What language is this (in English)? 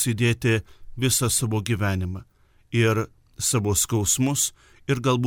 Lithuanian